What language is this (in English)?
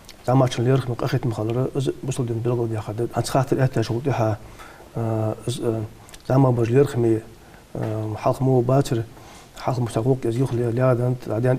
Ingush